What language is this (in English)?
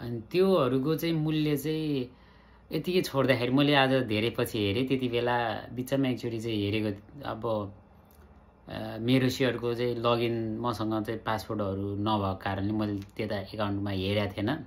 Nepali